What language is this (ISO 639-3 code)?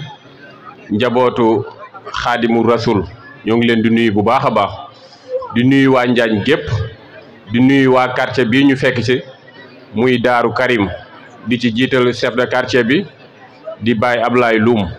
wol